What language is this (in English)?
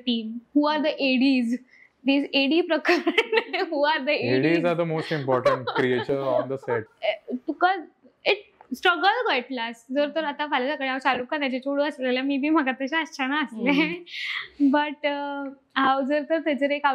Konkani